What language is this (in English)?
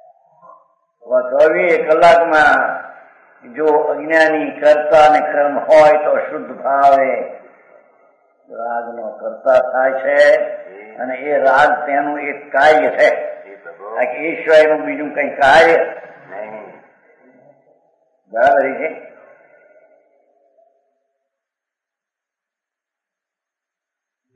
Gujarati